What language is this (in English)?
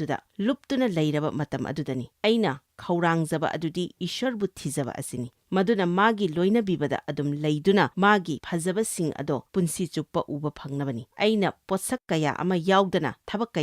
Manipuri